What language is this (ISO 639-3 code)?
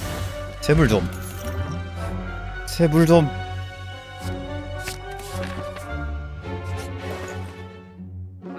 kor